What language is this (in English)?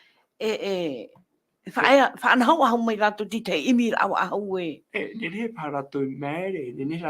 Tahitian